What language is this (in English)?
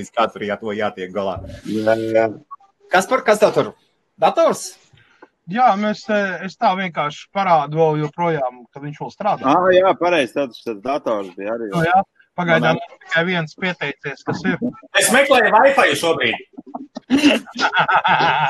Latvian